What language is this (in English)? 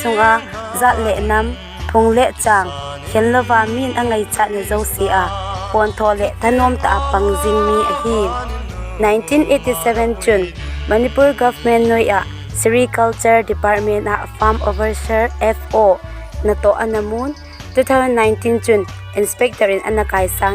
Thado Chin